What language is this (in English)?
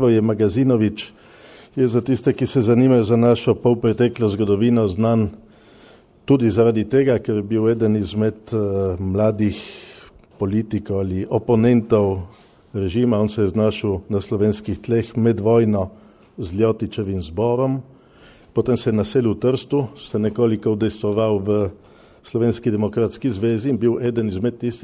Slovenian